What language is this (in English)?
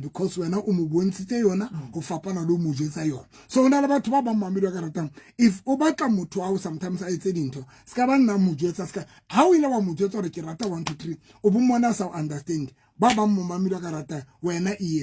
Southern Sotho